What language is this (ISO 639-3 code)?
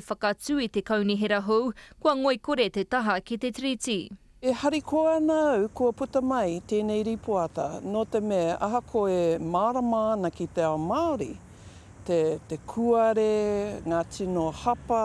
mri